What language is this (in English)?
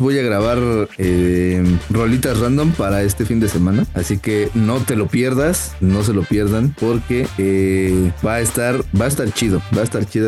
Spanish